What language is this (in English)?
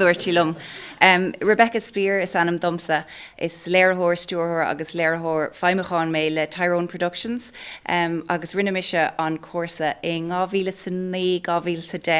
Irish